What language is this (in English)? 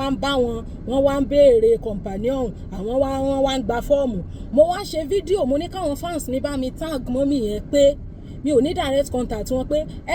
Yoruba